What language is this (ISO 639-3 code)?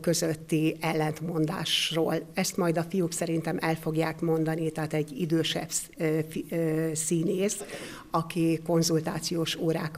hun